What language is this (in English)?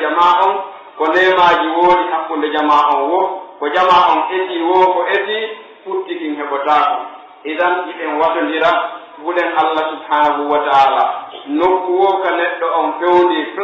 Pular